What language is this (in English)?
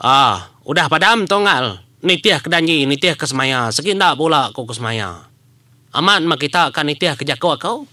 Iban